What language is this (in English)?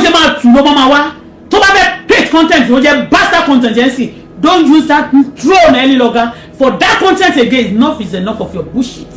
Yoruba